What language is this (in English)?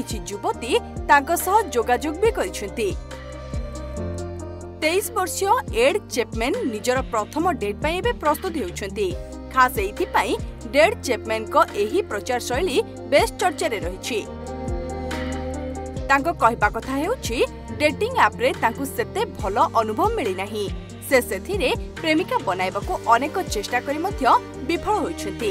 Odia